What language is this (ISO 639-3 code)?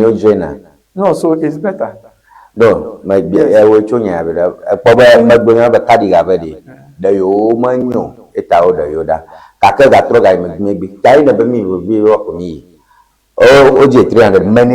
ewe